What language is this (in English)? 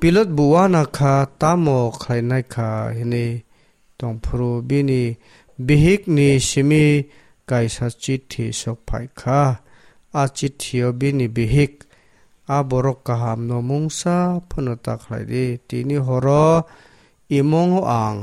Kok Borok